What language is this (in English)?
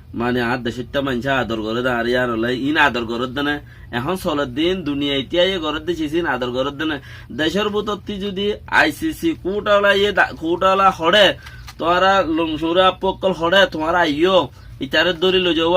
Rohingya